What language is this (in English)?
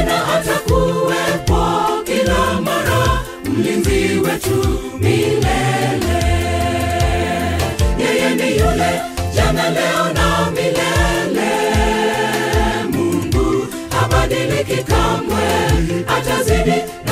Swahili